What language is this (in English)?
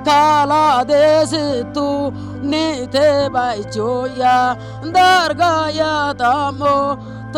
Sidamo